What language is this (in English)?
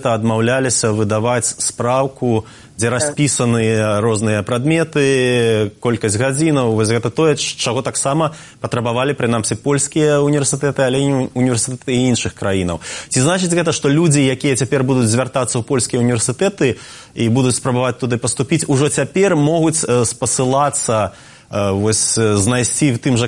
Belarusian